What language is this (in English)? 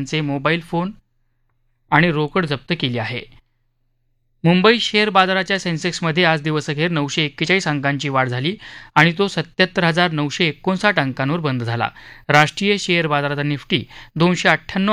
Marathi